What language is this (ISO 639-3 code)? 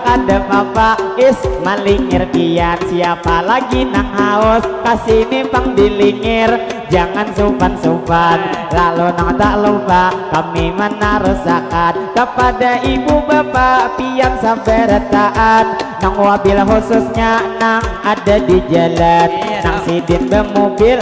bjn